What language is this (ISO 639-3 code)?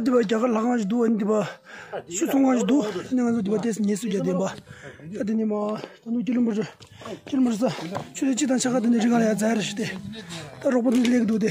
bod